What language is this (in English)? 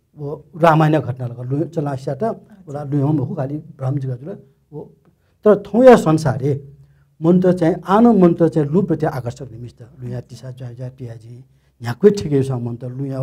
Newari